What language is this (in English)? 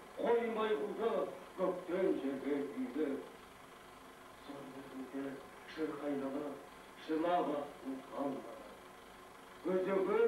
Kazakh